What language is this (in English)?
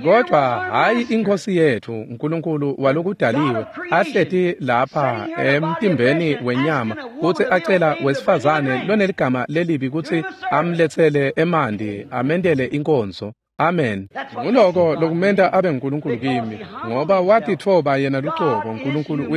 Swati